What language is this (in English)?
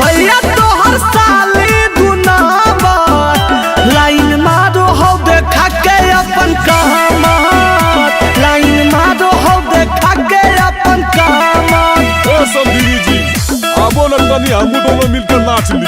Magahi